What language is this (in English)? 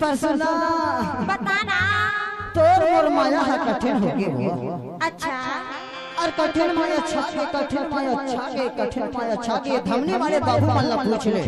Chhattisgarhi